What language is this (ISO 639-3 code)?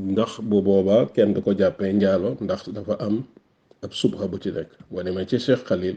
wol